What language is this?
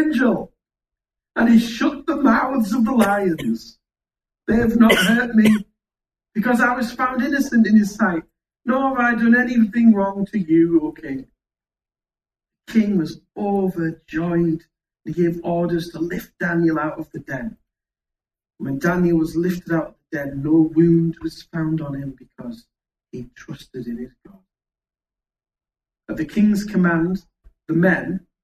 English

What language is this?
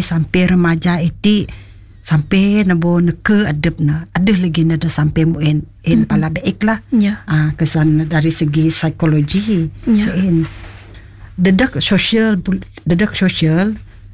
Malay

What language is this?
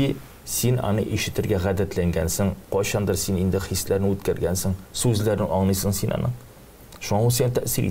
Tatar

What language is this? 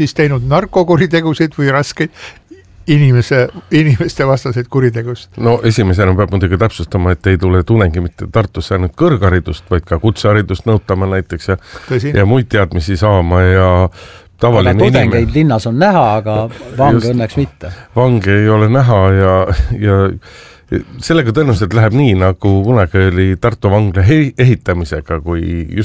Estonian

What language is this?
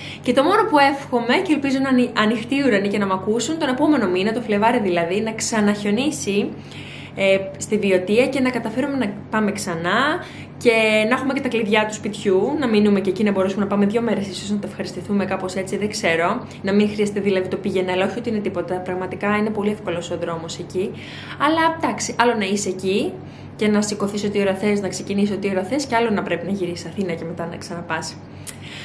Greek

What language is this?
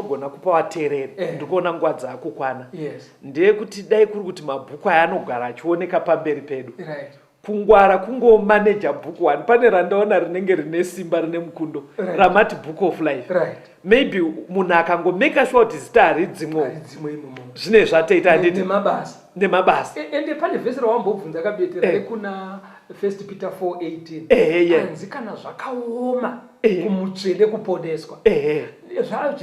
Shona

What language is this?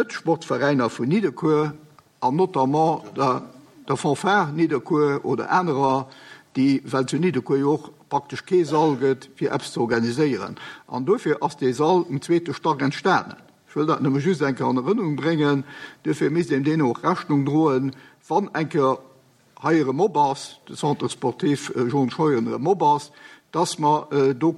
Luxembourgish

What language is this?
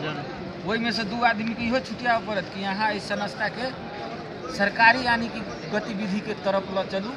Maithili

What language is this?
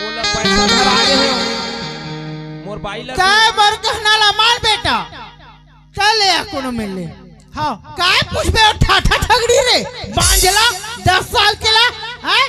Chhattisgarhi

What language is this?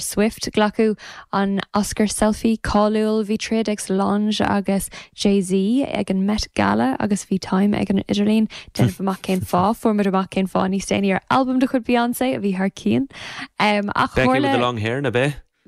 Irish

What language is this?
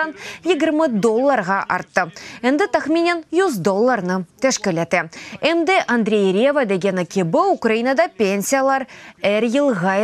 Crimean Tatar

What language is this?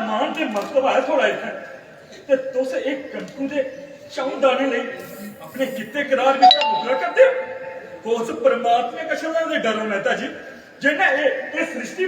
Dogri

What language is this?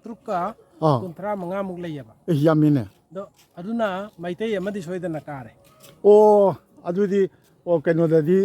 Manipuri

